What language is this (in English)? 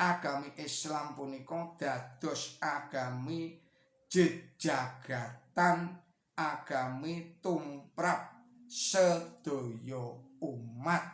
Javanese